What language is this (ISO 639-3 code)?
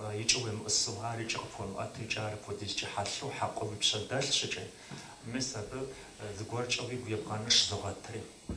kbd